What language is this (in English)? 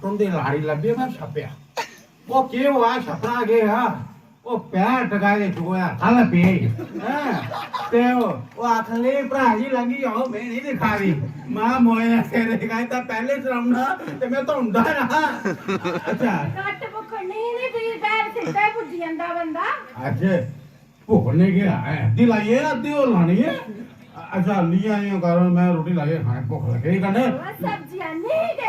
Dogri